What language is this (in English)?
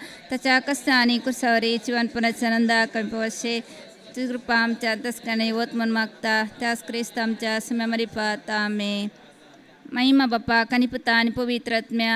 Konkani